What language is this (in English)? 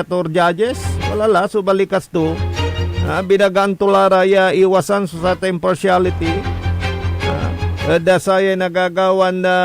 Pangasinan